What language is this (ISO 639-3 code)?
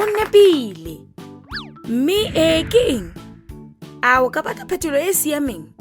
tsn